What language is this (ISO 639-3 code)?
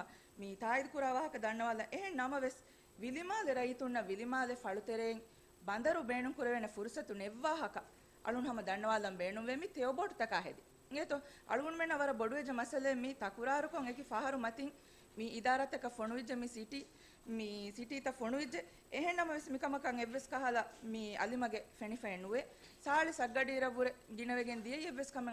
div